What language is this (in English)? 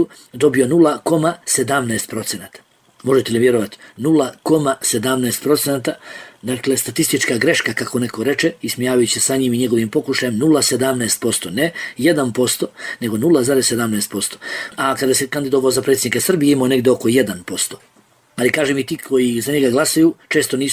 Bosnian